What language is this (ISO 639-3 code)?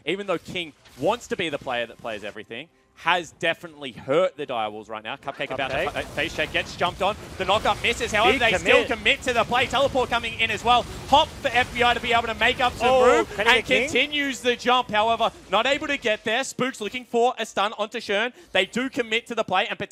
eng